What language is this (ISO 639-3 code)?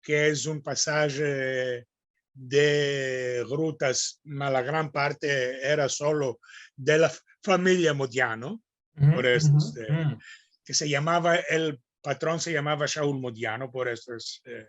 lad